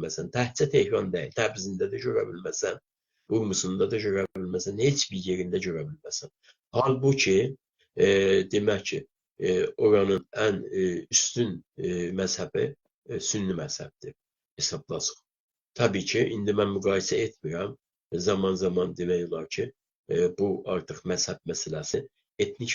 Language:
South Azerbaijani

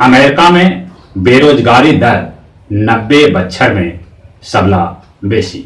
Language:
Magahi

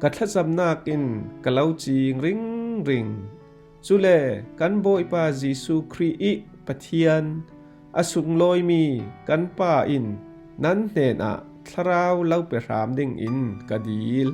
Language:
Falam Chin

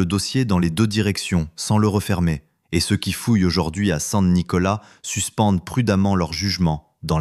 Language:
French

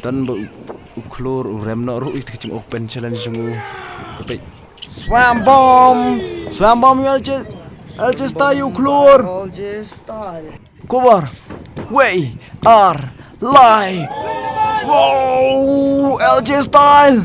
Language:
Khasi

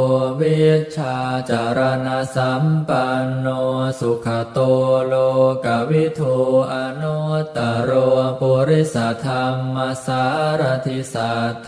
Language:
Pali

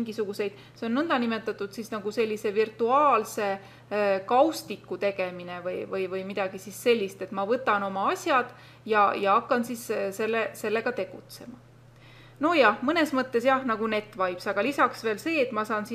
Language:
Estonian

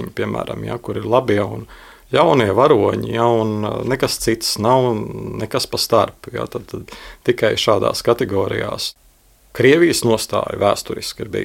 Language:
Latvian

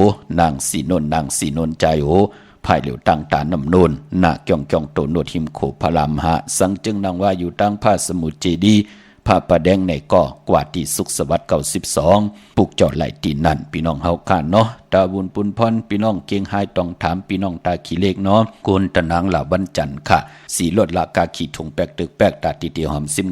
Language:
Shan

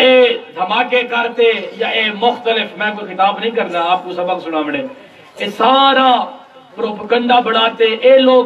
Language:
Saraiki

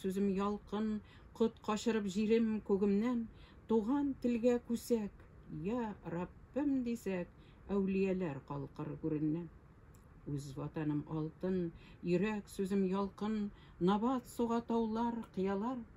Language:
Tatar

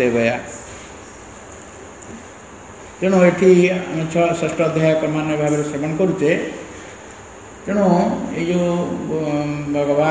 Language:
Odia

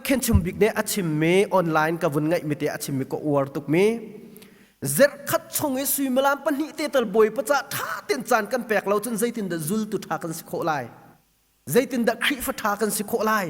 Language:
Hakha Chin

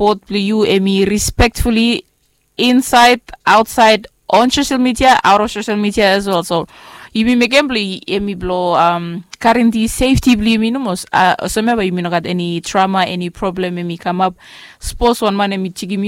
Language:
Bislama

